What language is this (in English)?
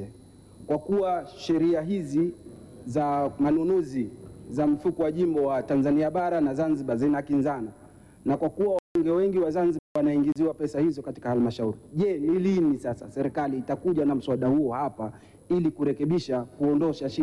Swahili